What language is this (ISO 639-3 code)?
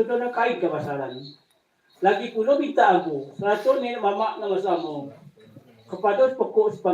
min